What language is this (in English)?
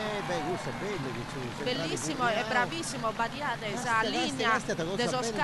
Sardinian